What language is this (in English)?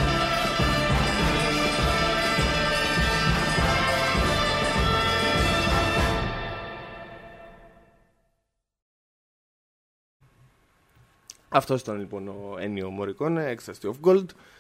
Greek